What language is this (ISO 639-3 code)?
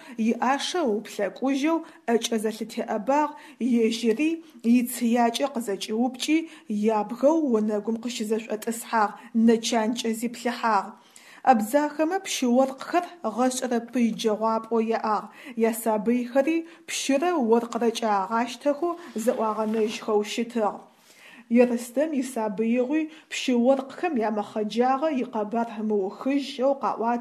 ady